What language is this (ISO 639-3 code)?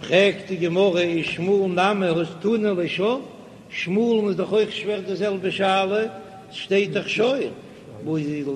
yid